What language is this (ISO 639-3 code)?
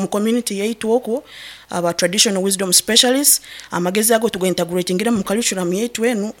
nyn